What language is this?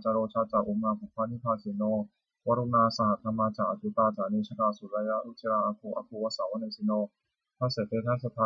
Pali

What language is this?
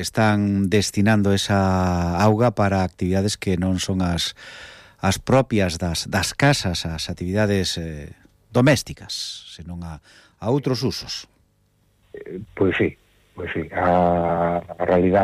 Galician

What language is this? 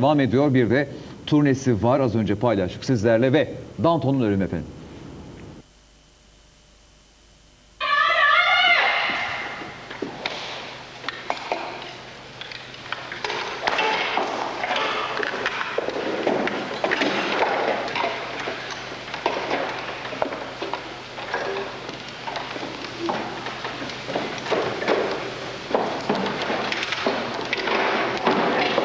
Turkish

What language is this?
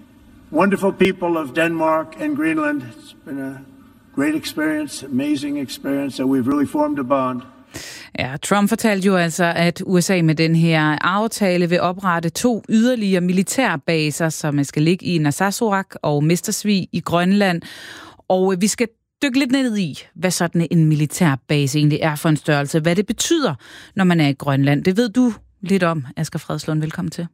Danish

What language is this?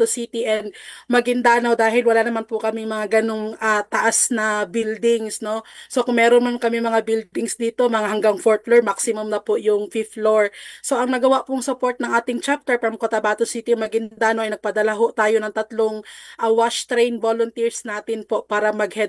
Filipino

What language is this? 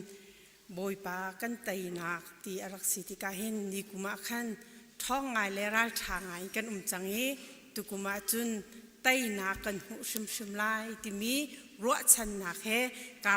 Hakha Chin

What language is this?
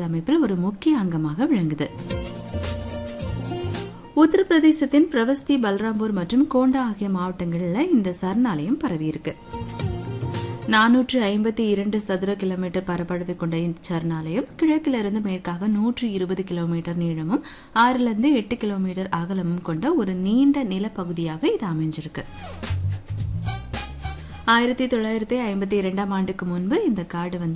Tamil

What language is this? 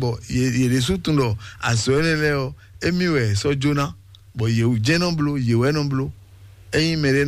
Fon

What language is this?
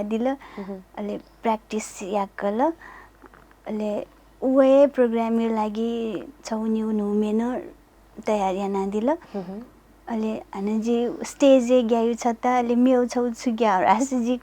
Newari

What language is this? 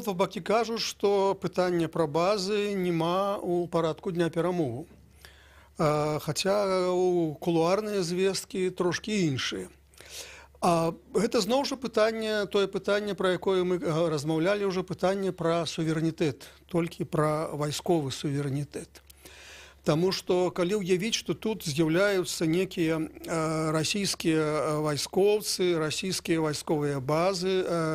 Belarusian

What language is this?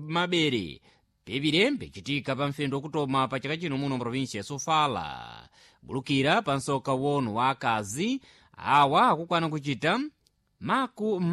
Sena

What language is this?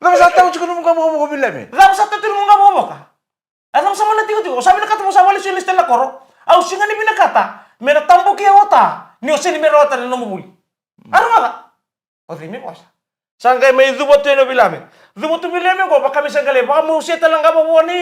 Fijian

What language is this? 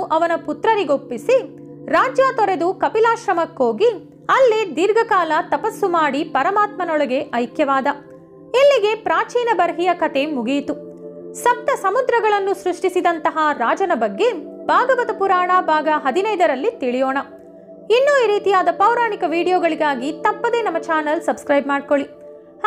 Kannada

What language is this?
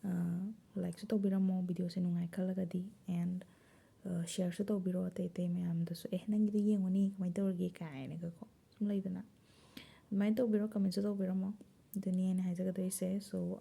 Manipuri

